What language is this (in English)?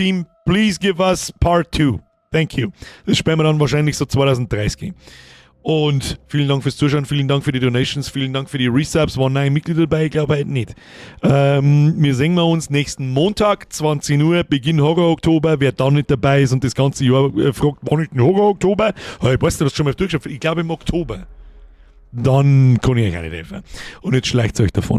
Bavarian